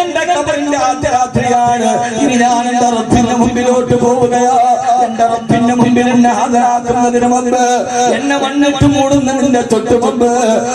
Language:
Malayalam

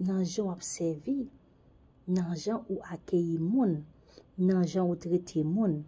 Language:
Haitian Creole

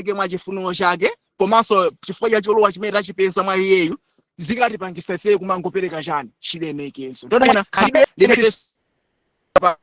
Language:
Nyanja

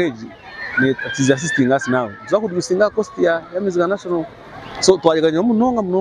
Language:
Nyankole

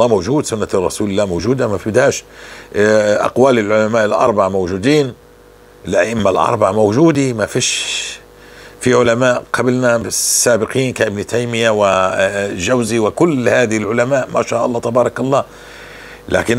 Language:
North Levantine Arabic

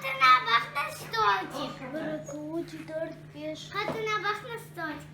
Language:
Crimean Tatar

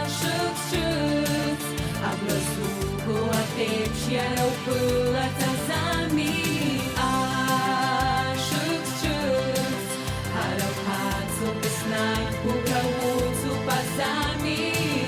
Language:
Abkhazian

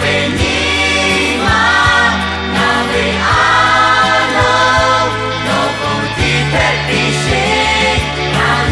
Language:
Lahu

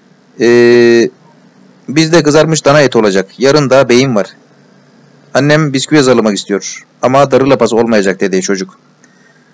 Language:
Turkish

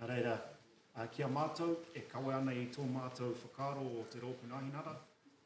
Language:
Māori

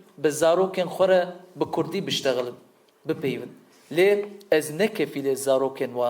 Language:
Kurdish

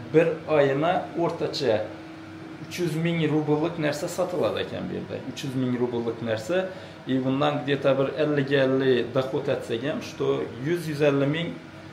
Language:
Uzbek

